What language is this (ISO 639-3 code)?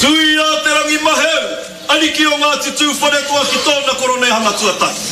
mri